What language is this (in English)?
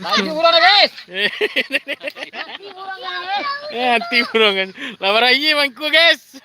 Minangkabau